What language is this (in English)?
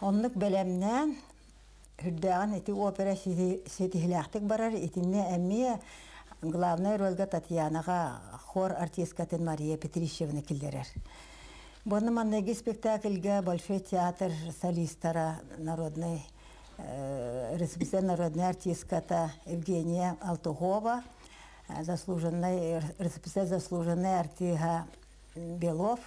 Yakut